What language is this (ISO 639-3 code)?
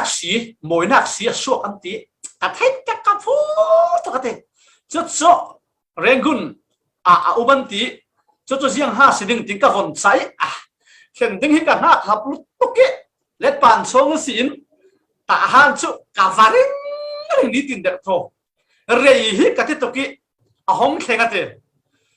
cfm